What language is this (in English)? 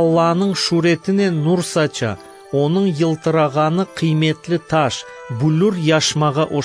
Crimean Tatar